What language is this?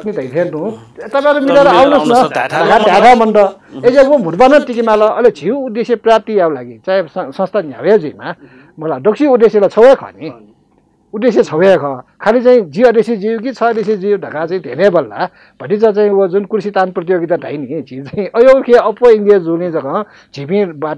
Newari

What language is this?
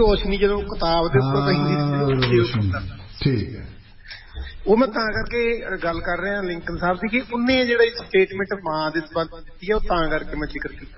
Punjabi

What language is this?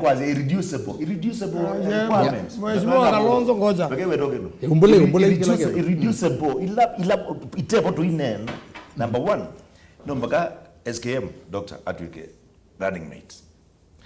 Kamba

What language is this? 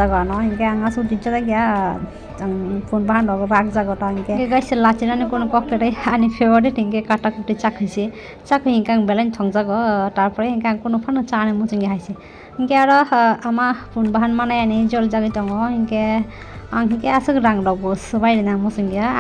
Kok Borok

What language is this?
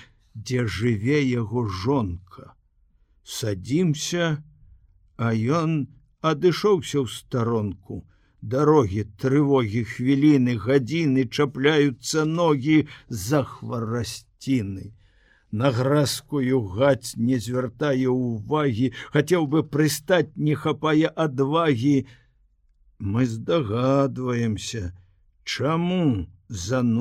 Belarusian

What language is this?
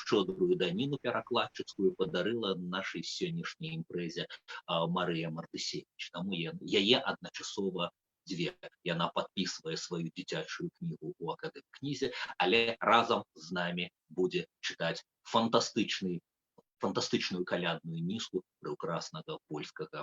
Belarusian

